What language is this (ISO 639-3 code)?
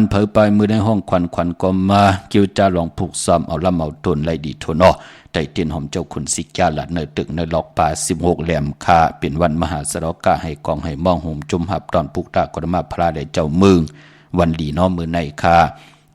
shn